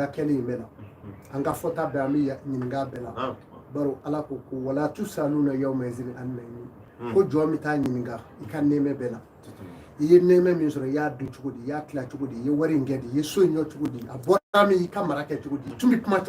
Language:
Bambara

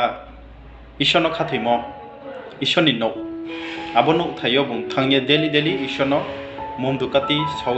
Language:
Riang (India)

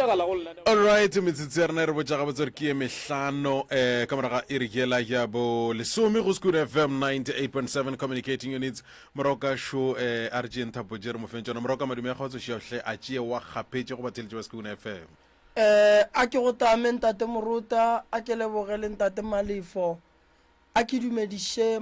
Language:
Northern Sotho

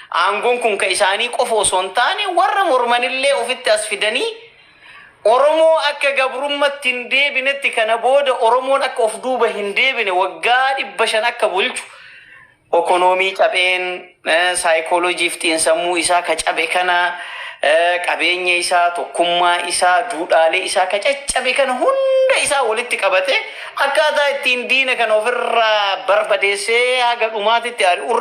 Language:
Oromo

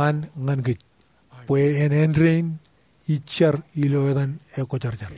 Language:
Marshallese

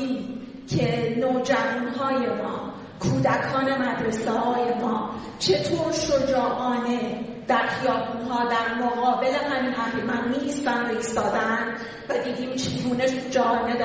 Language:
Persian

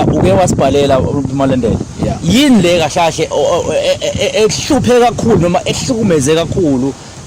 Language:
Zulu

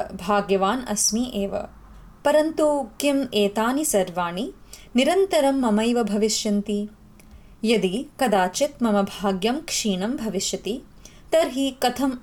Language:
Sanskrit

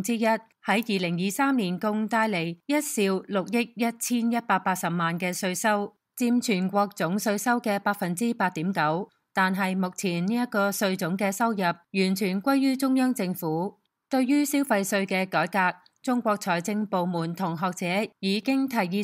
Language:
Cantonese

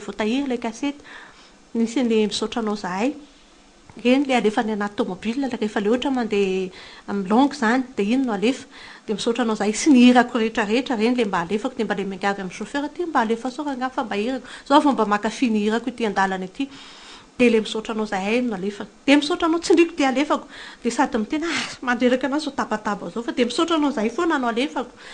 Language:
Malagasy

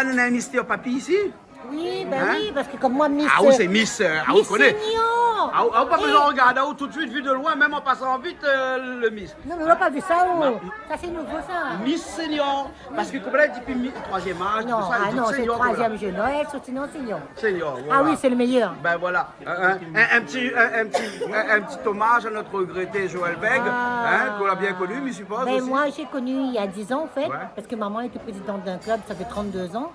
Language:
Réunion Creole French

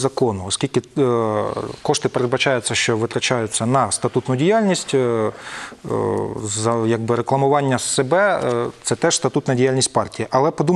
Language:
Ukrainian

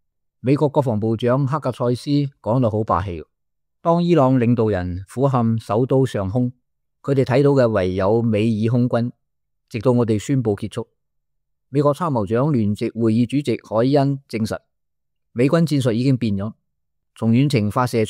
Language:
Cantonese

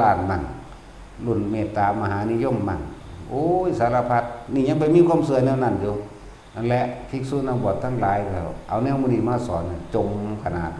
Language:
Northeastern Thai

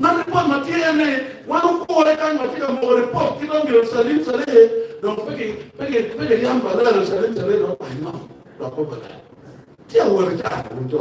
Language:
Acoli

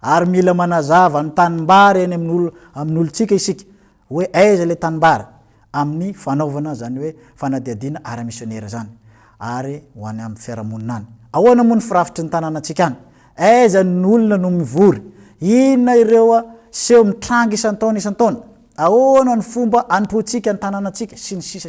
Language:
Malagasy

